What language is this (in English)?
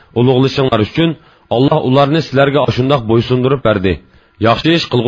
Uyghur